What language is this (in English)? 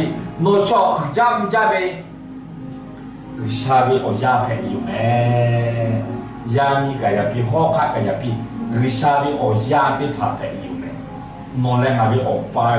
Lahu